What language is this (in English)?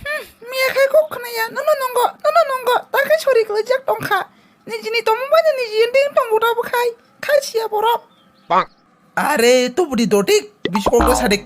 Kok Borok